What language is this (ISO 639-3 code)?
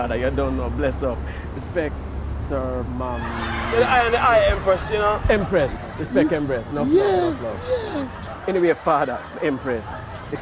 jam